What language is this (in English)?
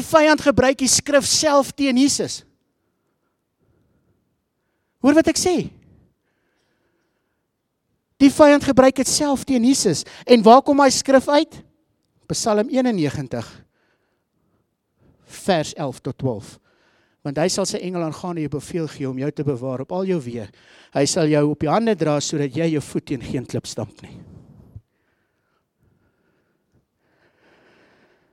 Afrikaans